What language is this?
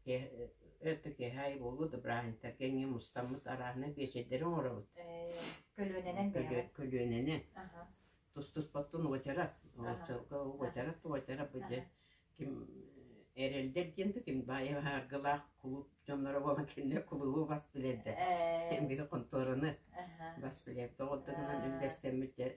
Yakut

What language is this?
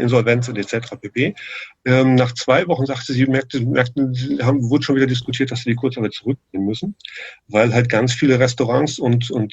German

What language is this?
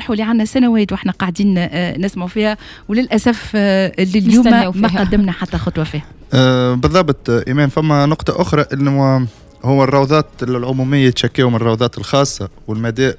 Tunisian Arabic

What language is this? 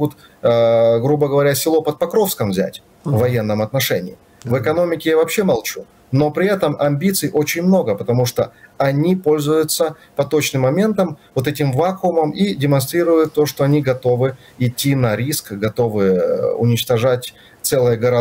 Russian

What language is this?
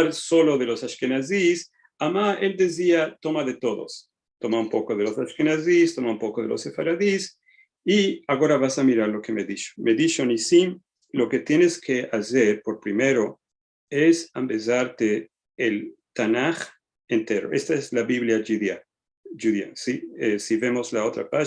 Ladino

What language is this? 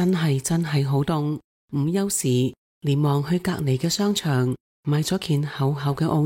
Cantonese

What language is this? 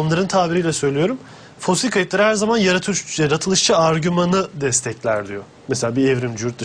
Turkish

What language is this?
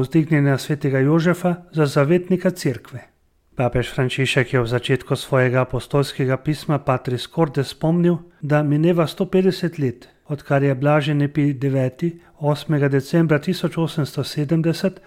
Slovenian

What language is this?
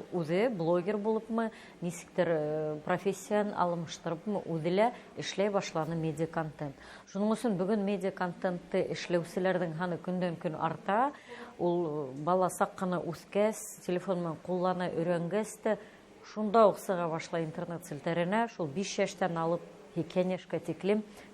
Bashkir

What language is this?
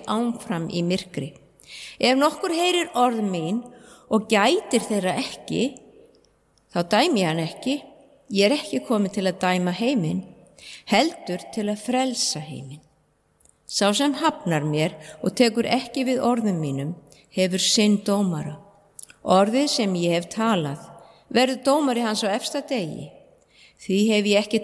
Icelandic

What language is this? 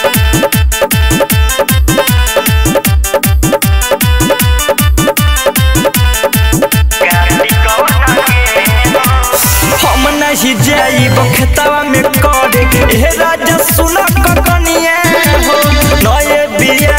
Bhojpuri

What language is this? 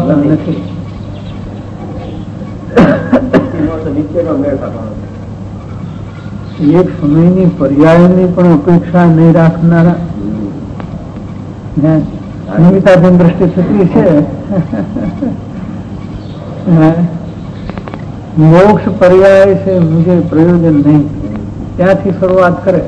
Gujarati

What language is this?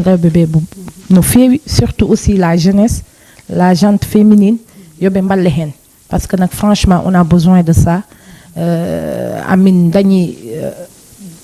Fula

